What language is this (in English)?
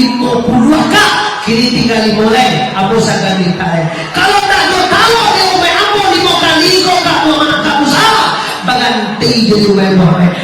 Minangkabau